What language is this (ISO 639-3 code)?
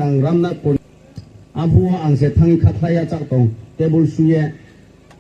ria